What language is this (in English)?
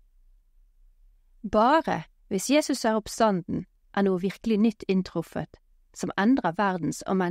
Norwegian